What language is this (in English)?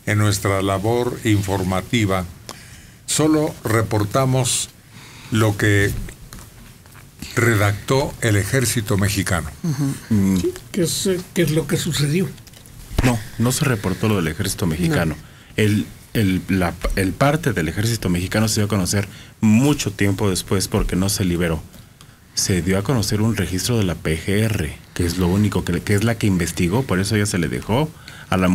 Spanish